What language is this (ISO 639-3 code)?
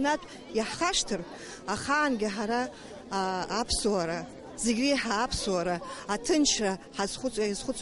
abk